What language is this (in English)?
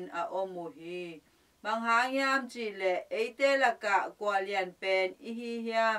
Tedim Chin